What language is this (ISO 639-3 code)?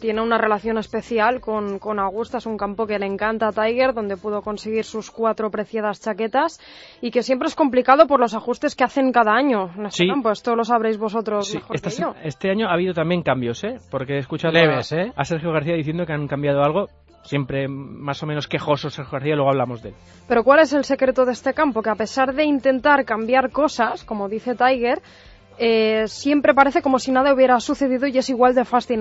spa